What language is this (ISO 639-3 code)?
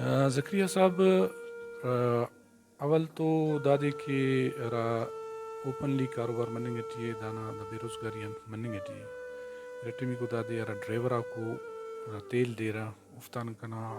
brh